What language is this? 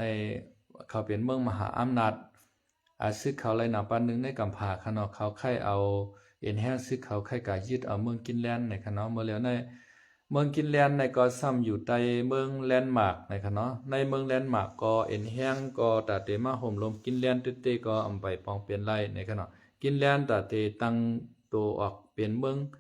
Shan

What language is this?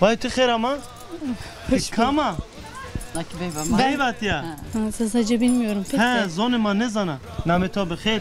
Zaza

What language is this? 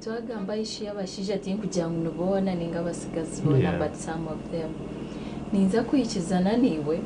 Nyankole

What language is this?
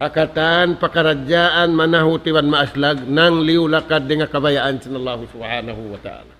Tausug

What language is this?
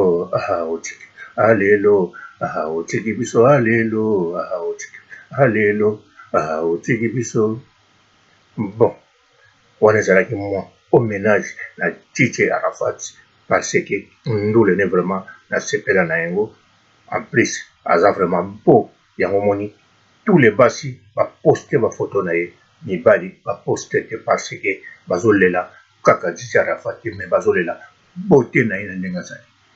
Lingala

